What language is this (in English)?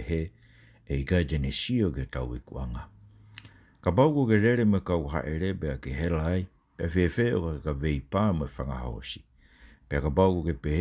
Tongan